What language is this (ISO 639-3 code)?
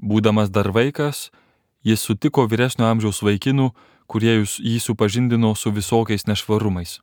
lit